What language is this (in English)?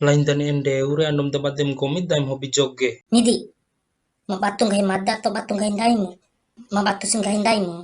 Bima